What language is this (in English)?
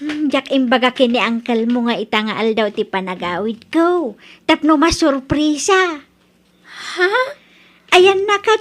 Iloko